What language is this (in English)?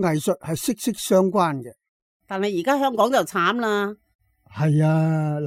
Cantonese